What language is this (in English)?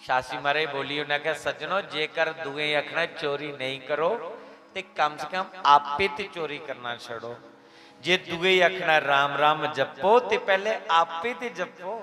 Dogri